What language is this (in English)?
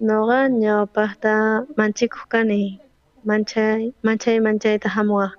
South Bolivian Quechua